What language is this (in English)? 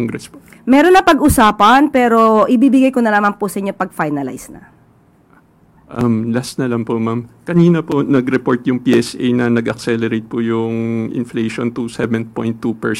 Filipino